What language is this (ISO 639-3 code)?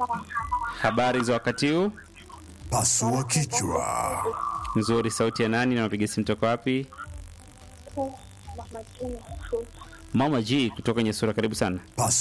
swa